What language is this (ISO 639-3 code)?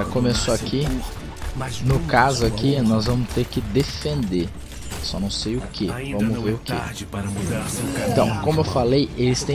por